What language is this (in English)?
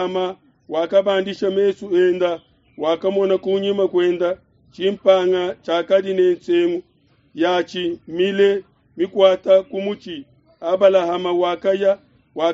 Luba-Lulua